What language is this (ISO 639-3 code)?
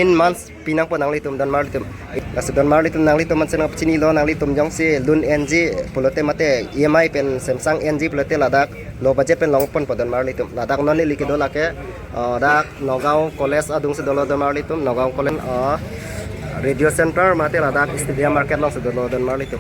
mjw